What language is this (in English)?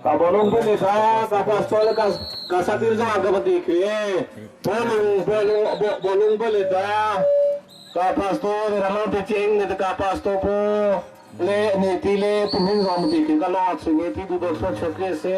Hakha Chin